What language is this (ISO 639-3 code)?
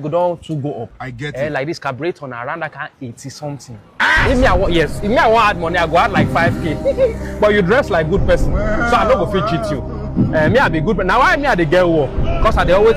pcm